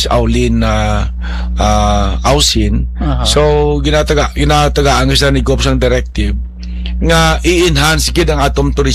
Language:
Hiligaynon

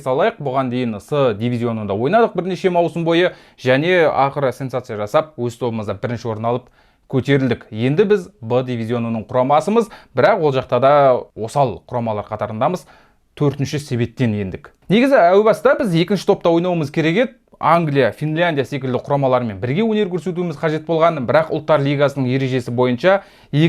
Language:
Kazakh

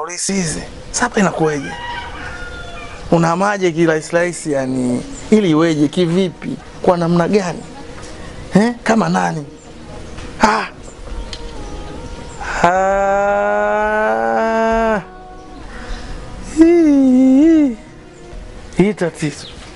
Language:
Swahili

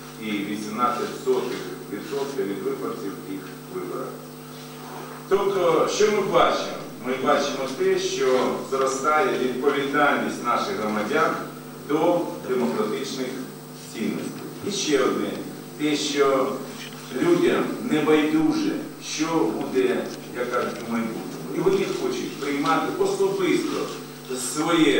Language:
Ukrainian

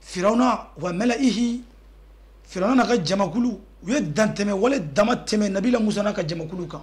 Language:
Bambara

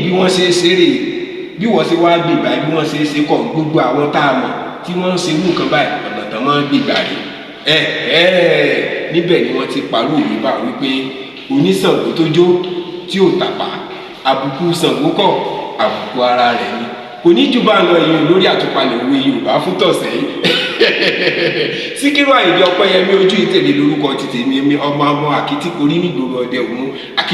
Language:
Yoruba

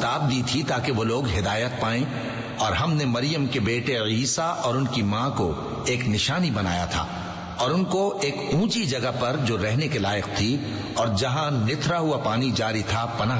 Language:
Urdu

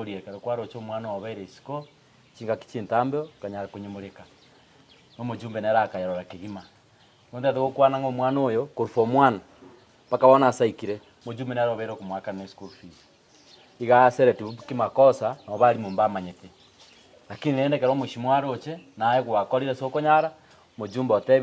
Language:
Gusii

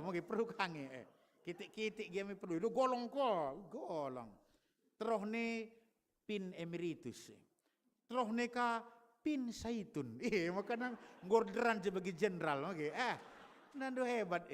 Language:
Batak Karo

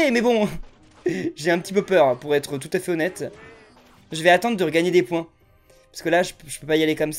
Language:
French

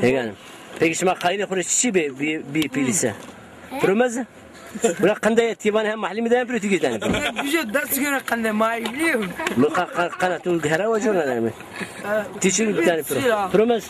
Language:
Zaza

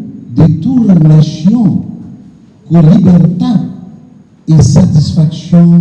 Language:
Papiamento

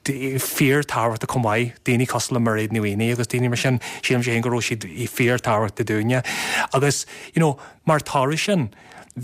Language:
Irish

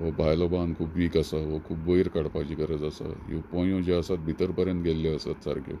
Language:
Konkani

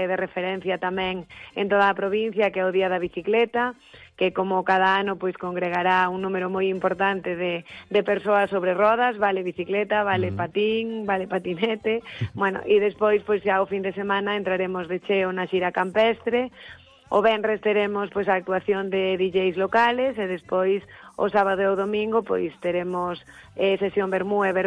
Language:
Galician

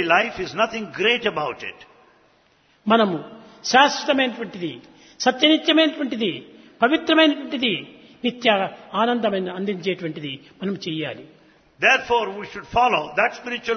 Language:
Telugu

